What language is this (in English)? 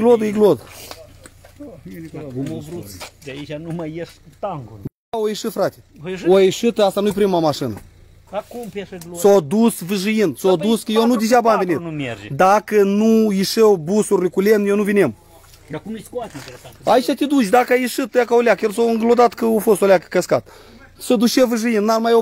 Romanian